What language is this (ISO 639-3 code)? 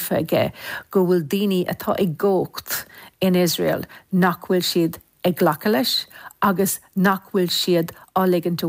gle